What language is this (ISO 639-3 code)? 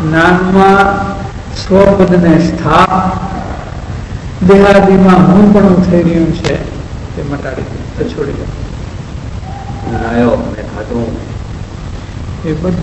guj